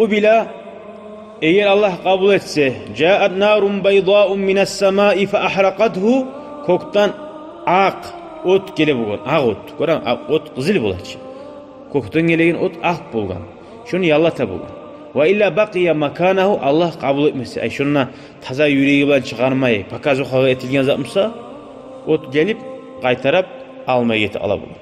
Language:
Kumyk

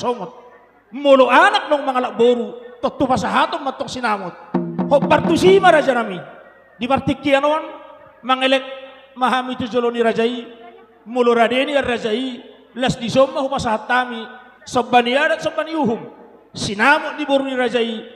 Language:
Batak Toba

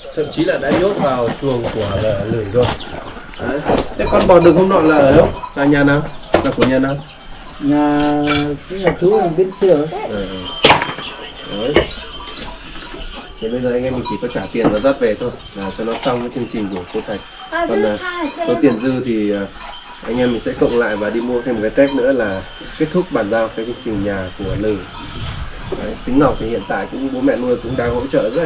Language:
Vietnamese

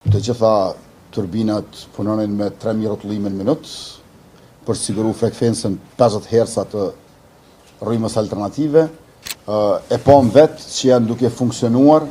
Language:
Albanian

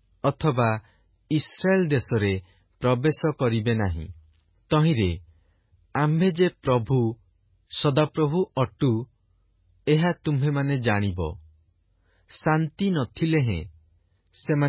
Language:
Odia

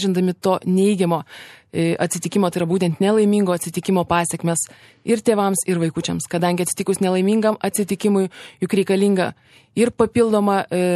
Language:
Lithuanian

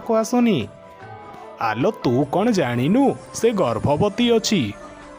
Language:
Odia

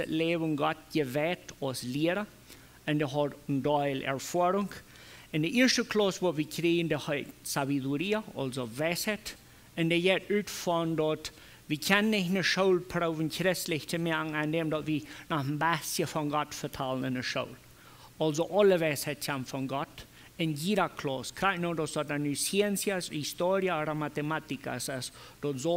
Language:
Plautdietsch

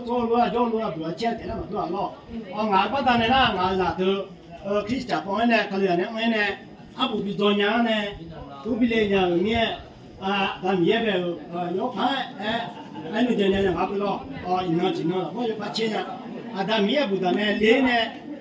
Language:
Akha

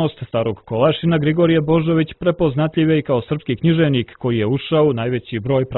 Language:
Serbian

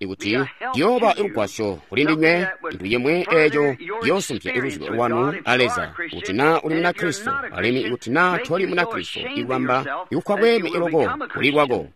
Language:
Tonga (Zambia)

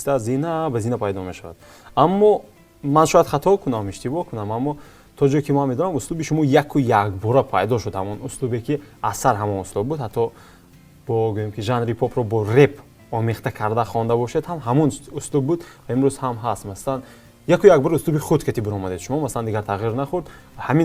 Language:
Tajik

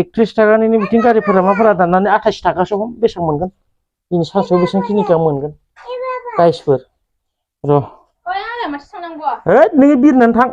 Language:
Bodo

